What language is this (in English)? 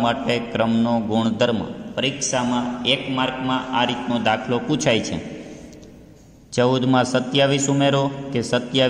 Gujarati